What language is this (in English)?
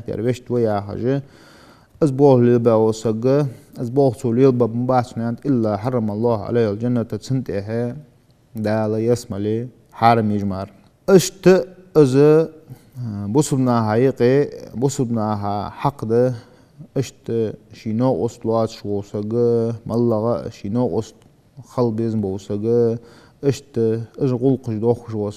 Ingush